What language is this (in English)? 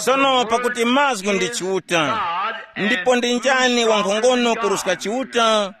Tumbuka